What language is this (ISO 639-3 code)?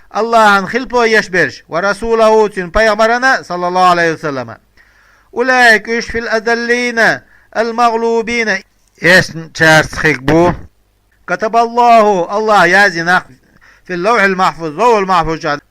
che